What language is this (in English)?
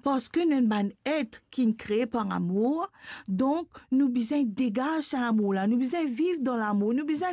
Morisyen